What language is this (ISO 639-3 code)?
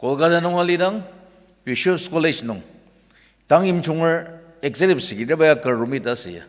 njo